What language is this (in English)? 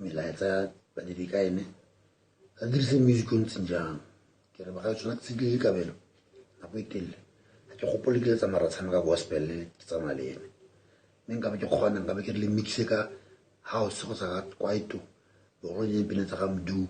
Tswana